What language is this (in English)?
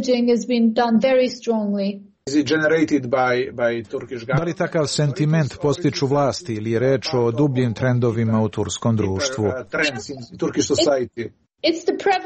Serbian